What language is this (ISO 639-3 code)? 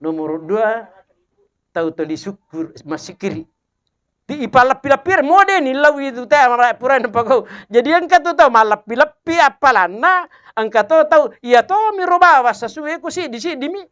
bug